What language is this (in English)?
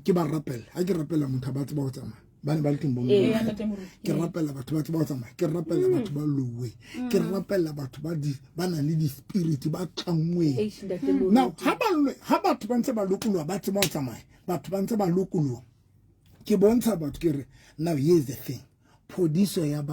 Southern Sotho